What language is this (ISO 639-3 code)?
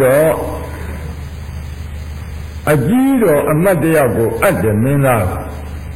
mya